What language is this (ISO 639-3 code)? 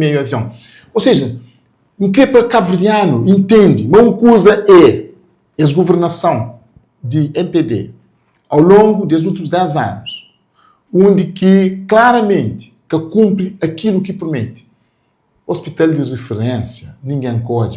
kea